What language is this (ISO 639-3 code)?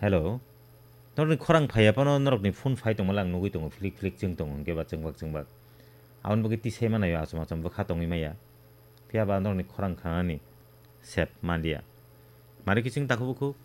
trp